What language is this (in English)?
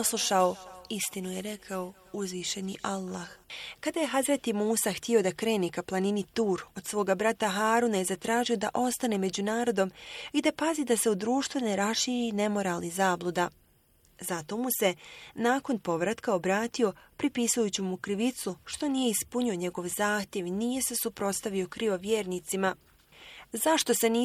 Bosnian